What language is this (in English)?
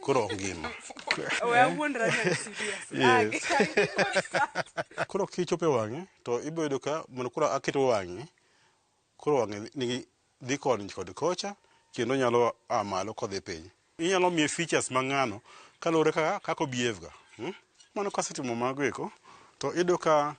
Luo (Kenya and Tanzania)